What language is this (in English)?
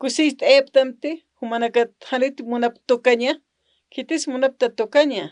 Aymara